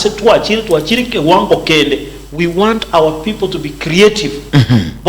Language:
Gusii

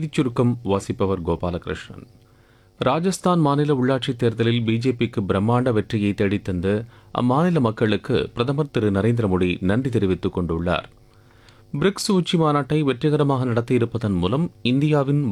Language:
Tamil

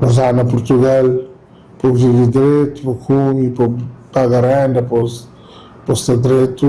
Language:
Kabuverdianu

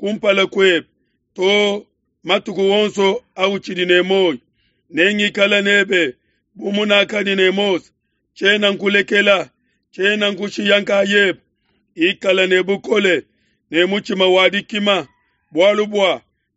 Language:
Luba-Lulua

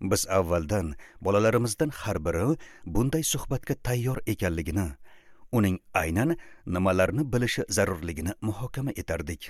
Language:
Uzbek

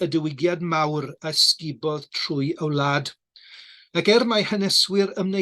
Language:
Welsh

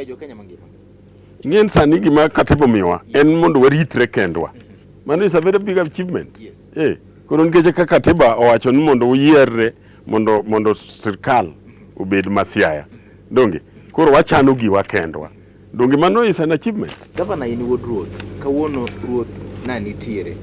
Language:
Luo (Kenya and Tanzania)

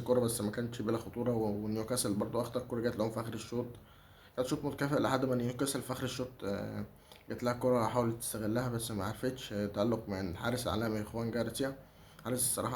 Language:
Egyptian Arabic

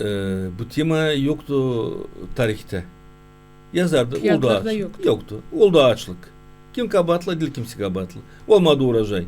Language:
Gagauz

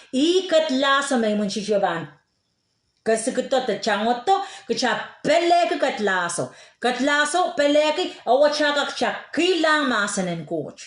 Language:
Pohnpeian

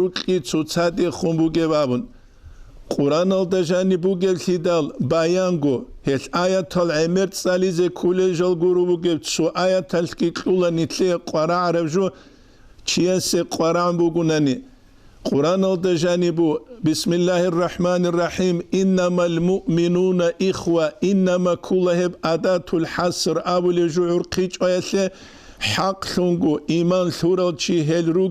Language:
Avaric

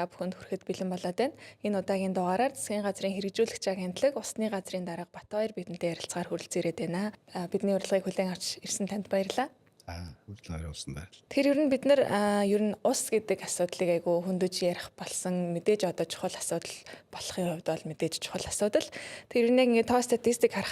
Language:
Mongolian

